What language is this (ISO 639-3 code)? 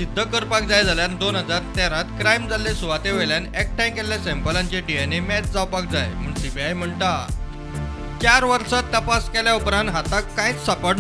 kok